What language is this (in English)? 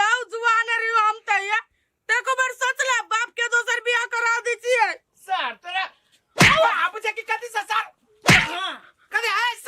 Maithili